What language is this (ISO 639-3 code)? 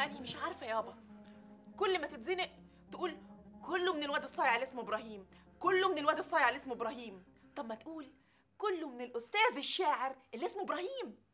arz